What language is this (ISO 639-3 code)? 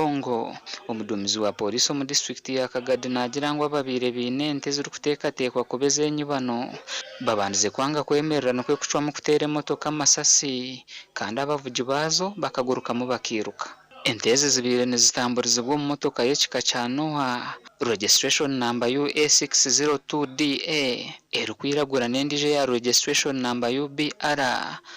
nyn